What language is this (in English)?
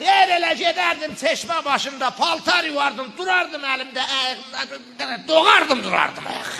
Azerbaijani